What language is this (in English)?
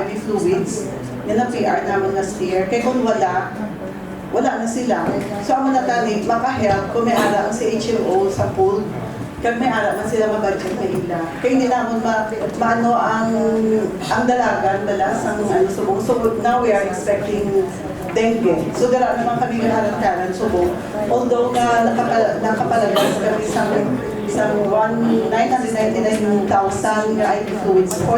Hiligaynon